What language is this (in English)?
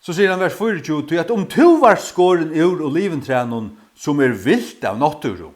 Faroese